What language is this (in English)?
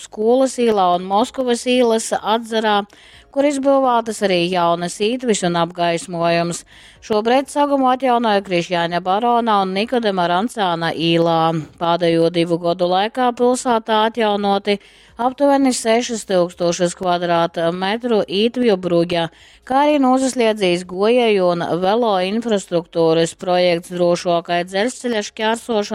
Latgalian